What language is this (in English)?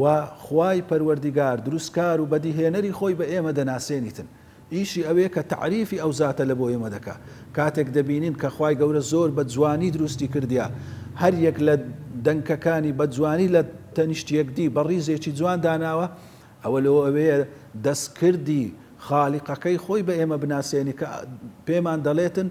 Central Kurdish